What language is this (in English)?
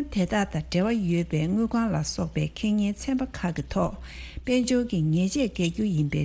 Tibetan